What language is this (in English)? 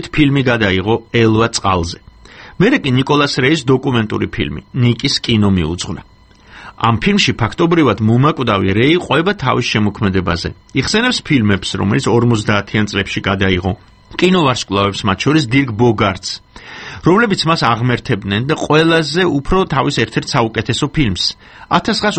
Georgian